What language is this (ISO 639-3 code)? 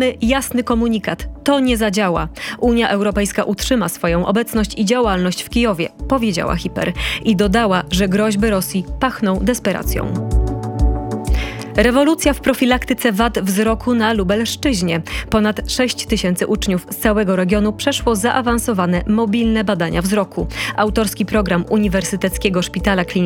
pol